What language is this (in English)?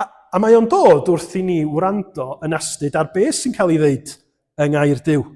Welsh